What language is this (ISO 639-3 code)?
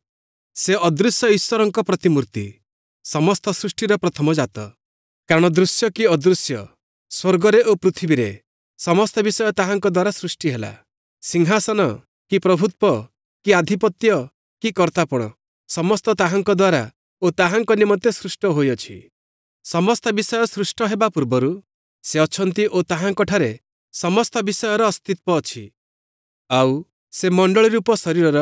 ori